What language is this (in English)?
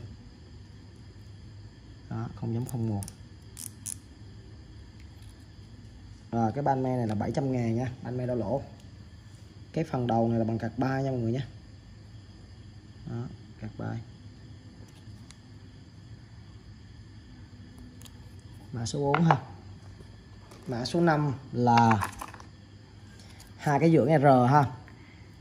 Vietnamese